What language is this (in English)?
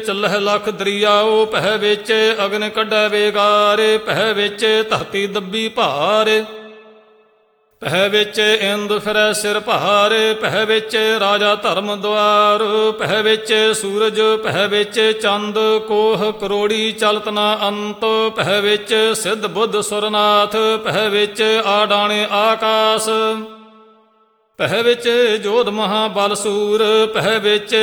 Punjabi